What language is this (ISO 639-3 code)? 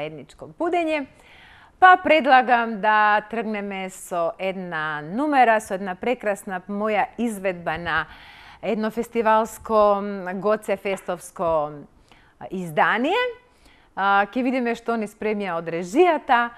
mkd